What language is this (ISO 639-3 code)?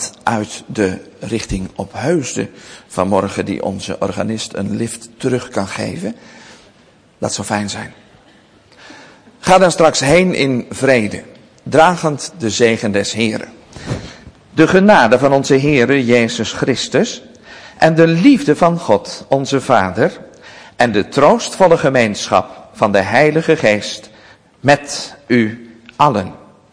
nld